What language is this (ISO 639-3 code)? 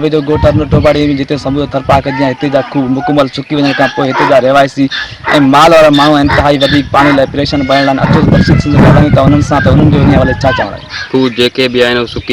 snd